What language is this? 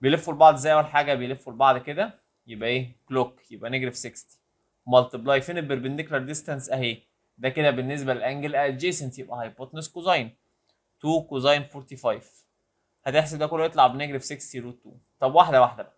Egyptian Arabic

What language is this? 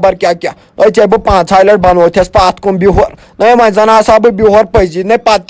Kashmiri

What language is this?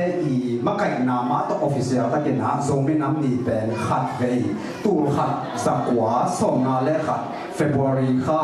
Tedim Chin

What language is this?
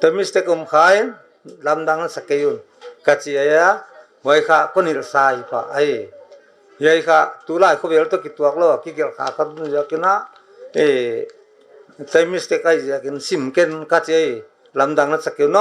Paite Chin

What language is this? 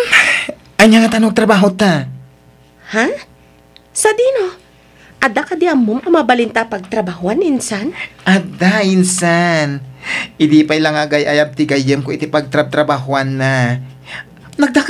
Iloko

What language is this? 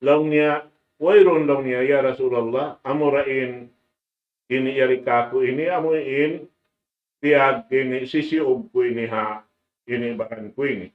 Tausug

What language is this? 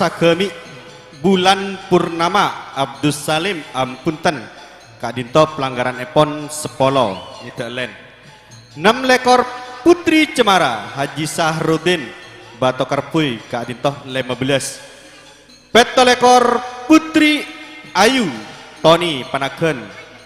Madurese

